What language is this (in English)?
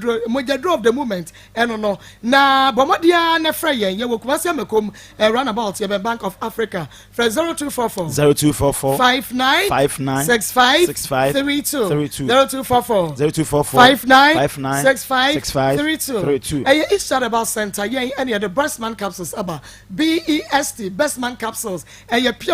Akan